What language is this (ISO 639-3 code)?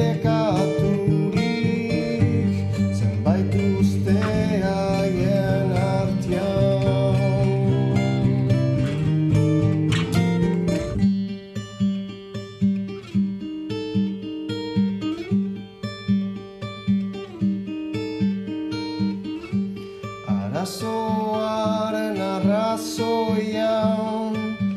eus